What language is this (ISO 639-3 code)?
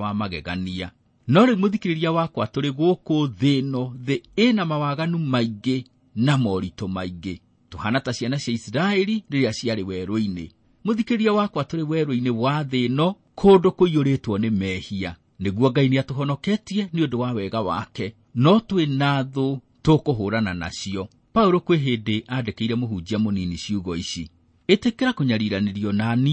kik